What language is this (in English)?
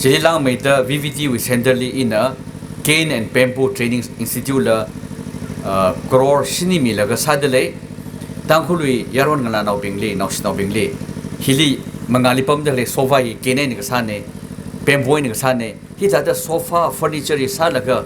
Tangkhul Naga (India)